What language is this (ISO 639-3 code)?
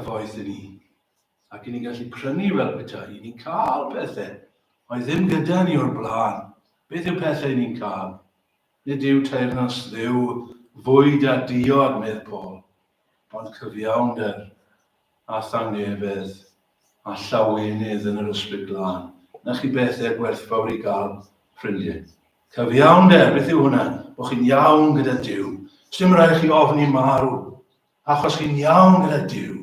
cym